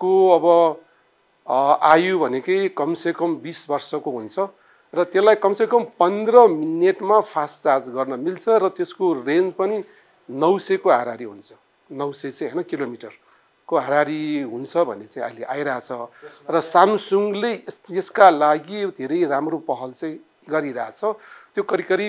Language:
Nepali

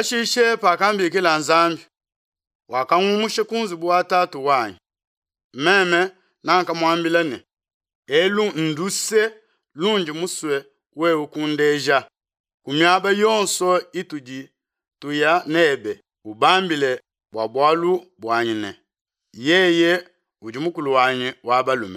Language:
Luba-Lulua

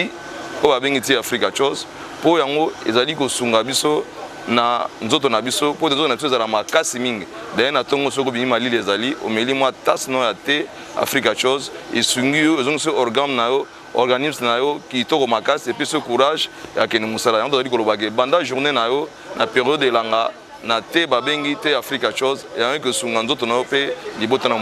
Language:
Lingala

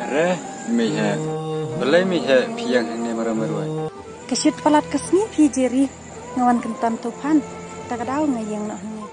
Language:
Khasi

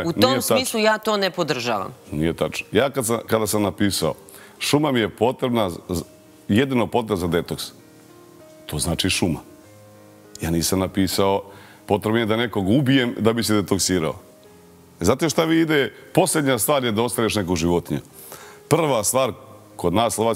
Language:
Serbian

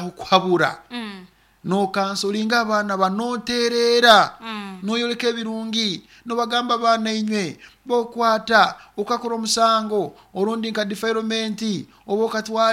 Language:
Nyoro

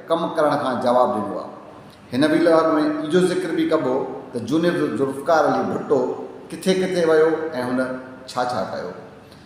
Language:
Sindhi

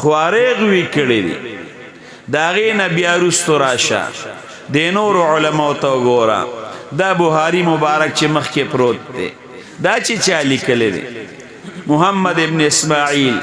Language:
Pashto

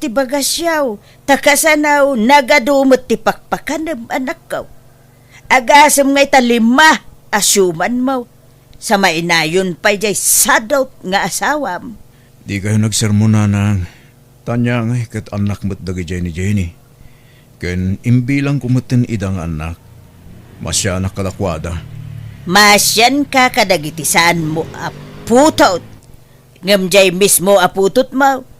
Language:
Iloko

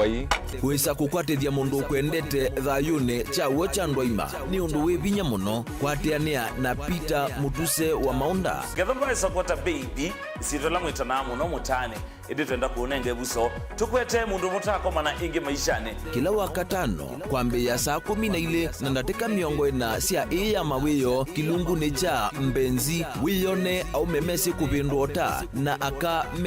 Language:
Kamba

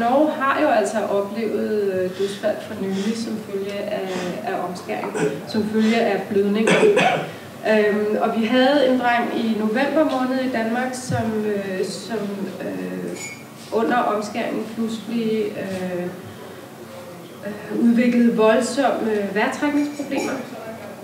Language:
Danish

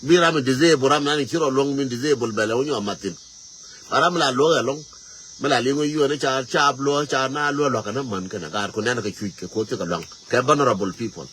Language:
Nuer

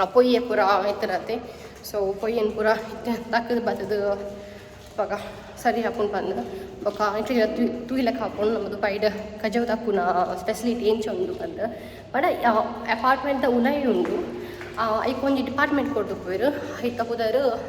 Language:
Tulu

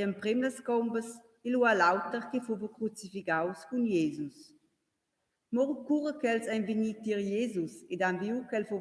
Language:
Romansh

